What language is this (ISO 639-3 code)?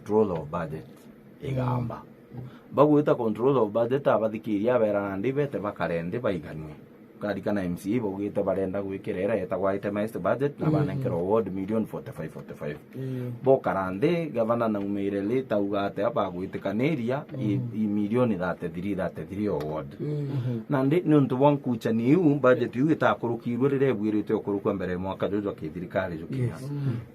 mer